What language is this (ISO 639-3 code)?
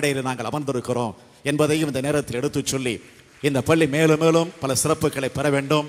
tam